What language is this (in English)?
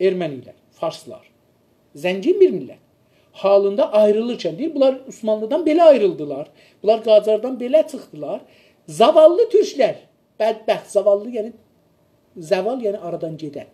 South Azerbaijani